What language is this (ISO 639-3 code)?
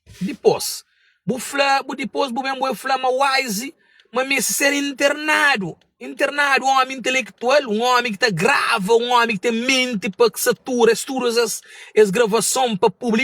kea